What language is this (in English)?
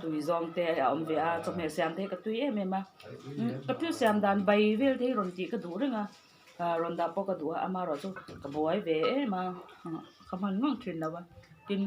Mizo